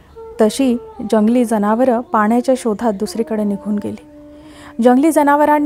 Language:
Marathi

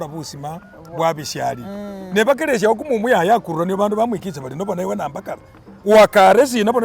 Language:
Masaaba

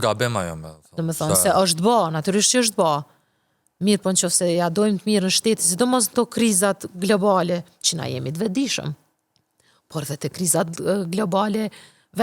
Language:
Albanian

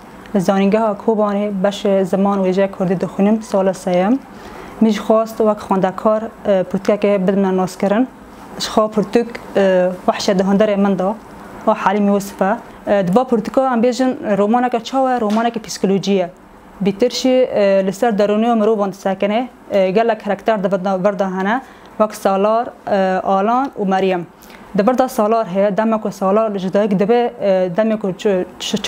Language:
Kurdish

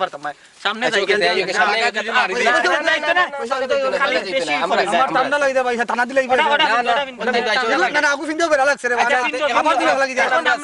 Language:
Sylheti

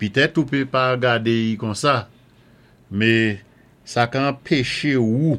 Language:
Saint Lucian Creole French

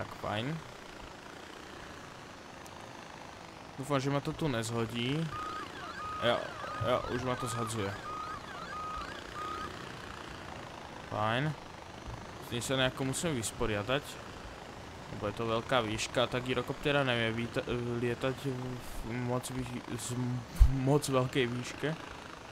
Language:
Slovak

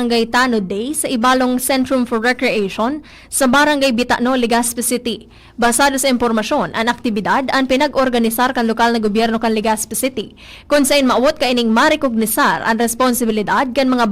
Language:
Bikol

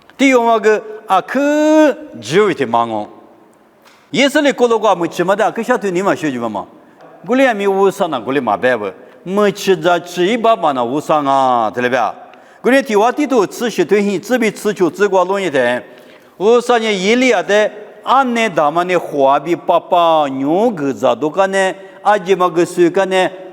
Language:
Lisu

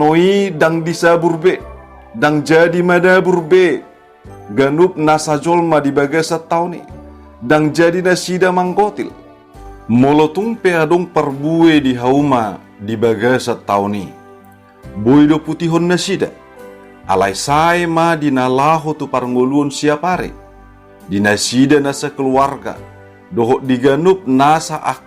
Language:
Batak Toba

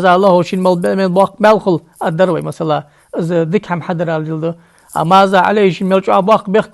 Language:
Ingush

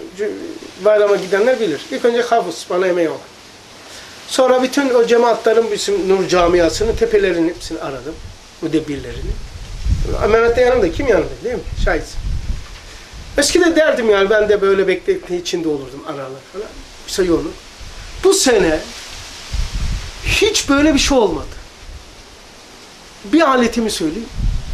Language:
Turkish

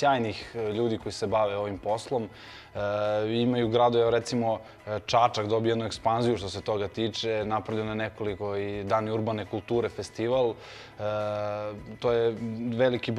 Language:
Serbian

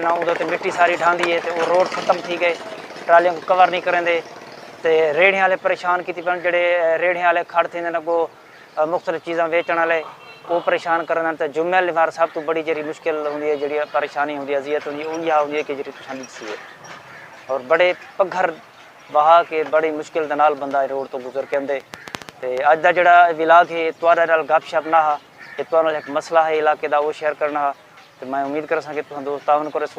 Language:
Saraiki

